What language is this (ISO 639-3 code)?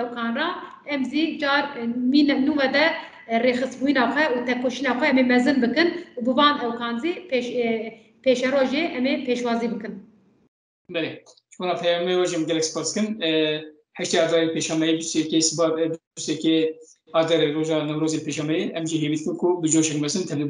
kur